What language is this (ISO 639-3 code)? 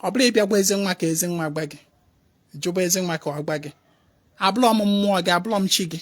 ibo